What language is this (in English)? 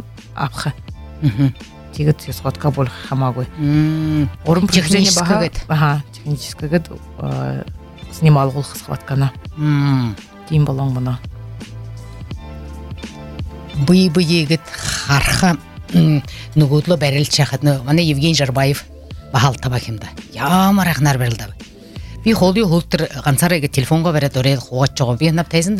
Buriat